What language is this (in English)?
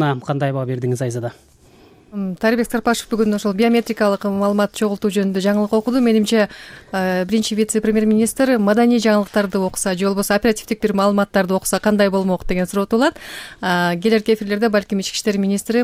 Kyrgyz